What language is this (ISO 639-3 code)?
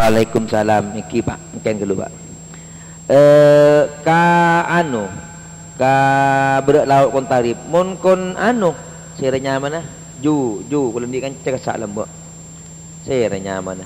mad